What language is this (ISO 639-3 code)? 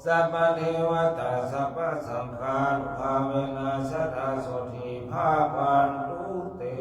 pli